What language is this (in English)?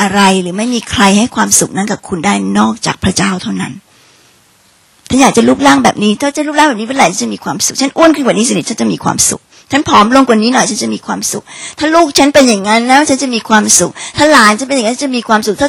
Thai